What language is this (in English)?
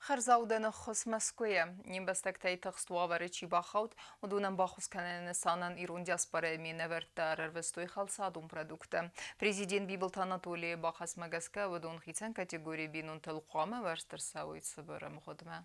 Ossetic